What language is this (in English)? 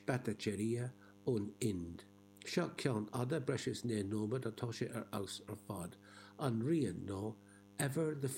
Irish